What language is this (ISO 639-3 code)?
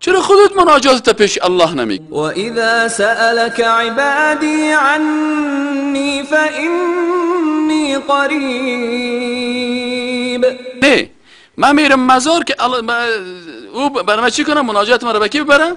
fas